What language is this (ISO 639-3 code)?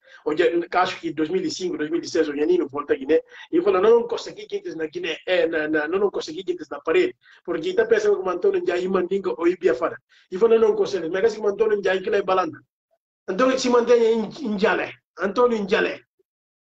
por